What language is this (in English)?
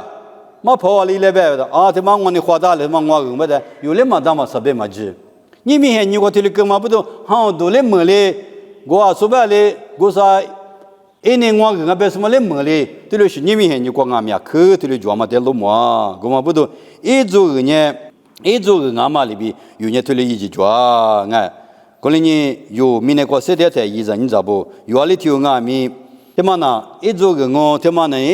Lisu